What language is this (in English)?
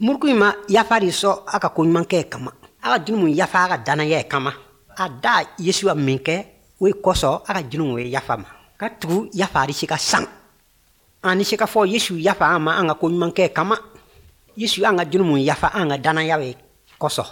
Bambara